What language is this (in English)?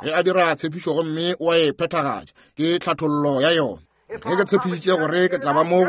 Northern Sotho